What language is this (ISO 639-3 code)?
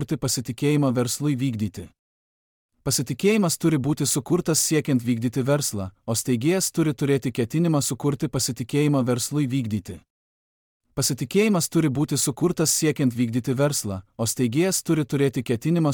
lit